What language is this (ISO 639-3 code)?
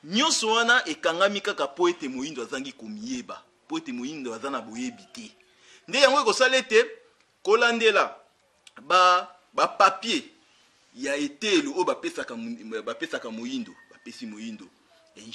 lin